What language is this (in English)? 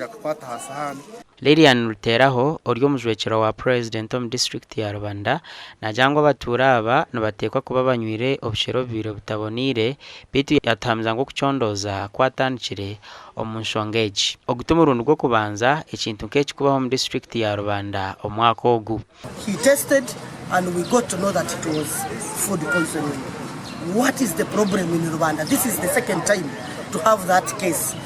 Nyankole